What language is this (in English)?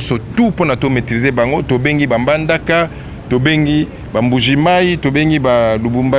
Lingala